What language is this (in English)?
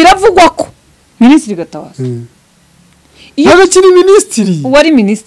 Kinyarwanda